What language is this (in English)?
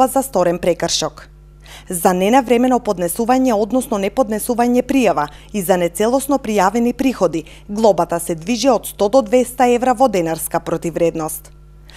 Macedonian